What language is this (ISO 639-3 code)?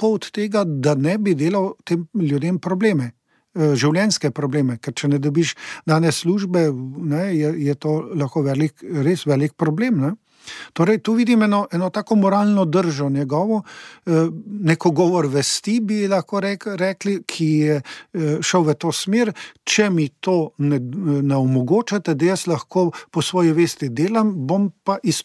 slv